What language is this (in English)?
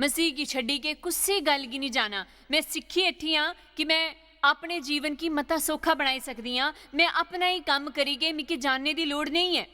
Dogri